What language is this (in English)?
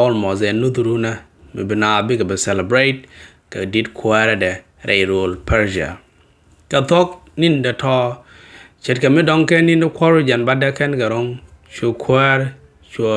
Nuer